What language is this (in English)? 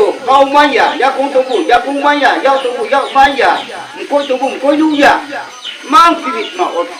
Riang (India)